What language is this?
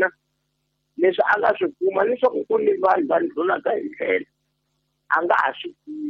Tsonga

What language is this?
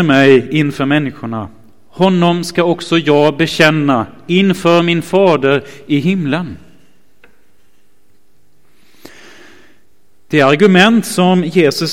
Swedish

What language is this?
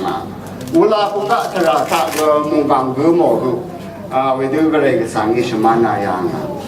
Rawang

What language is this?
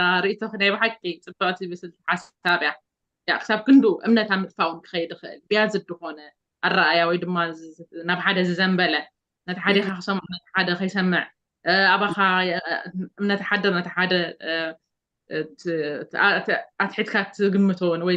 Tigrinya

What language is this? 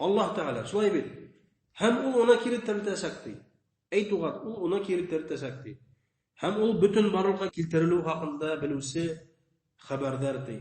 Bashkir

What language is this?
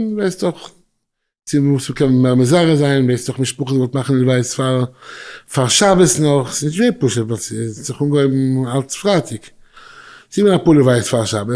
Yiddish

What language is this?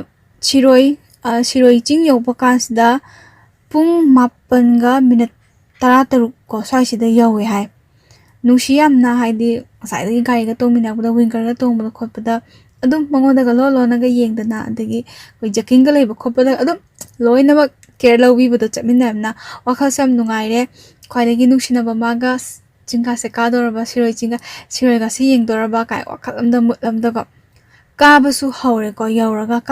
Manipuri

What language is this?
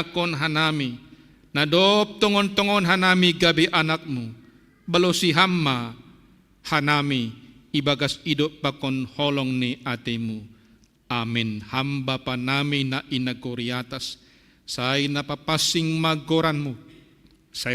Batak Simalungun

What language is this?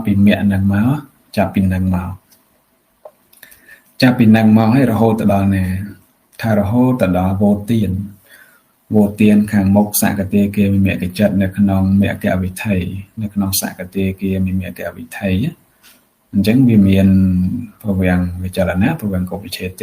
Khmer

